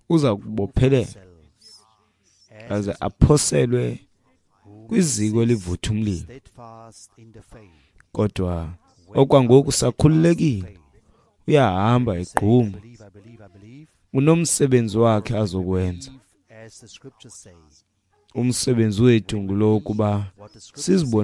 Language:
Xhosa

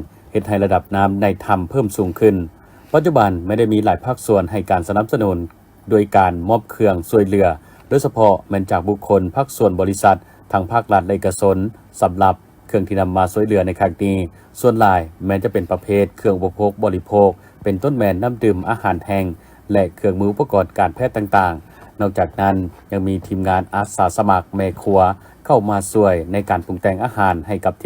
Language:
Lao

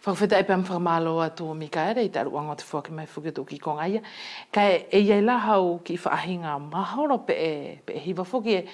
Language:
Wallisian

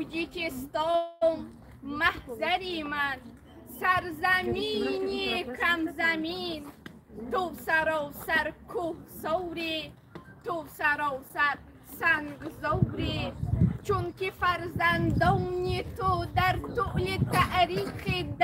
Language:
Tajik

